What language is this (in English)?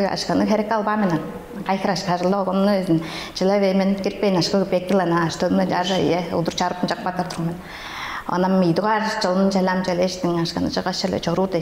Tuvinian